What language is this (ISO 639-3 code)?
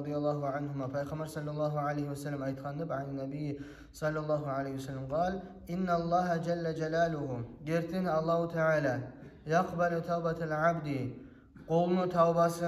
kum